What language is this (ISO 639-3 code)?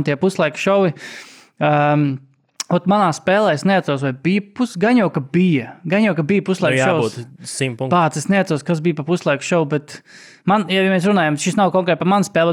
lav